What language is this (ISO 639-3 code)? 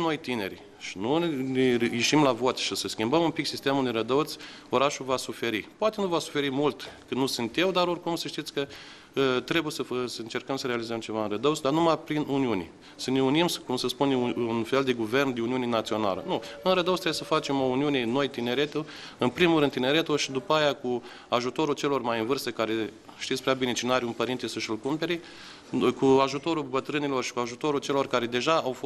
ron